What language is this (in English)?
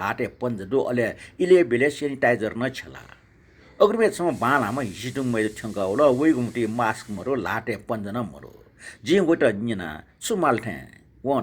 Newari